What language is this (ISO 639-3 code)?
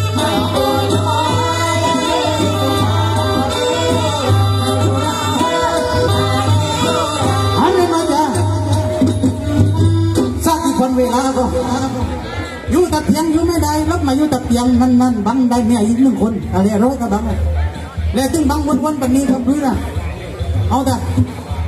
tha